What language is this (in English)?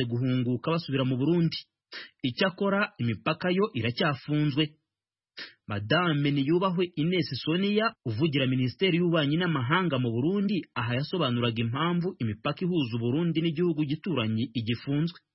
Kinyarwanda